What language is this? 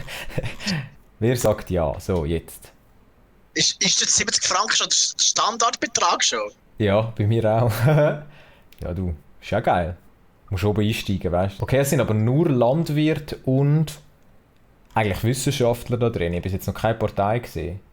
Swiss German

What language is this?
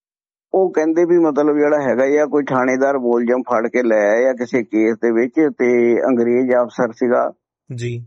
Punjabi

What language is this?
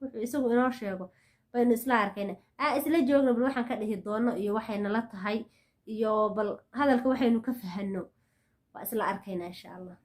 Somali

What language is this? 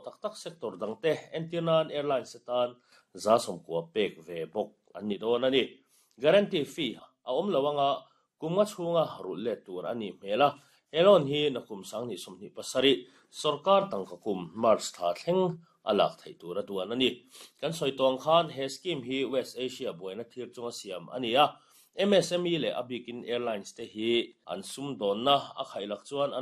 Mizo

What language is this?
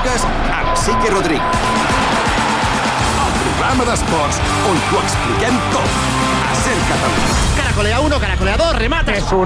Catalan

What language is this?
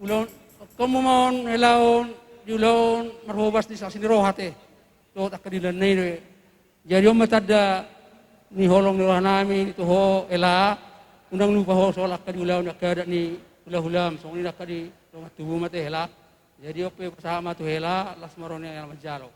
Batak Toba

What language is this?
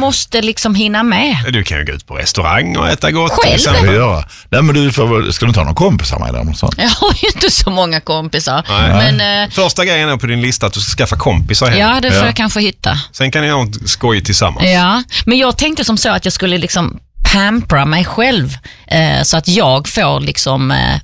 Swedish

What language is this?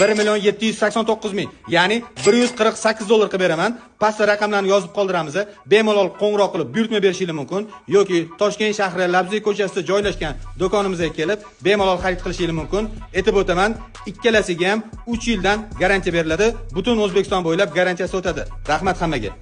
Uzbek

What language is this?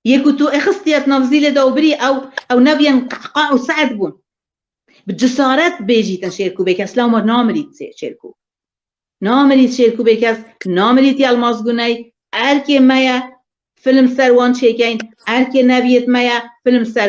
Kurdish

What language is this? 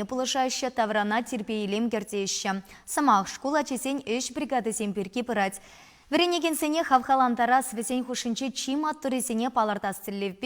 Chuvash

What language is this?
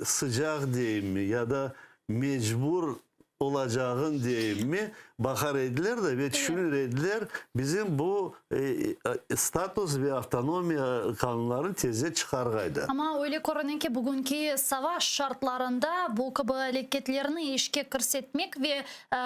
Crimean Tatar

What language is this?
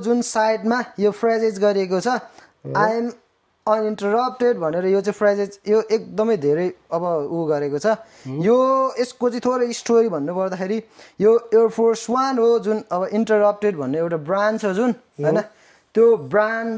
Nepali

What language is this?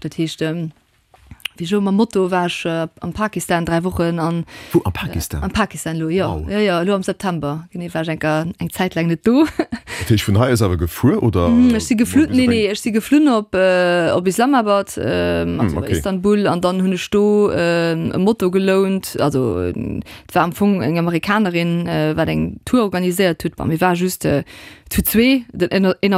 Luxembourgish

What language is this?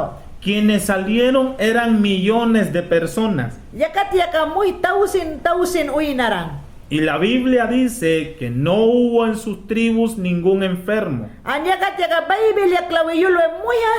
Mayangna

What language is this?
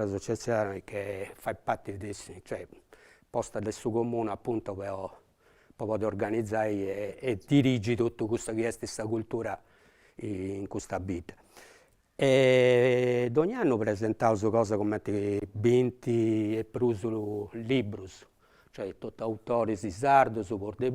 Sardinian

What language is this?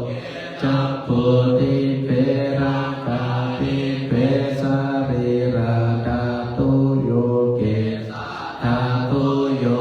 Pali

